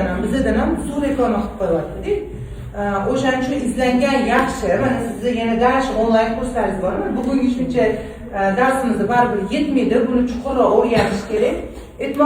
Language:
Uzbek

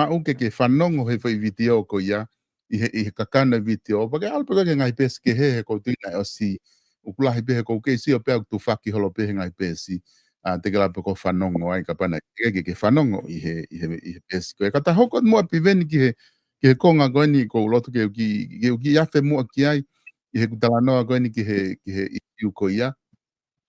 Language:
Tongan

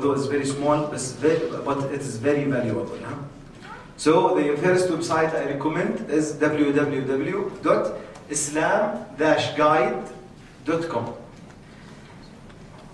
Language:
English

